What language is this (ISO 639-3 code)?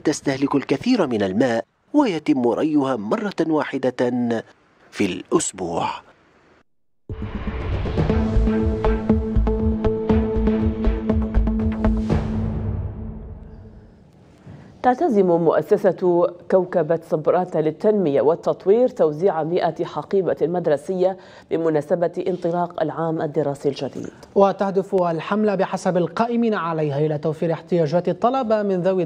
ara